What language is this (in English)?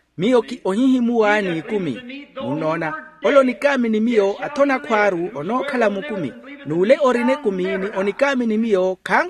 Makhuwa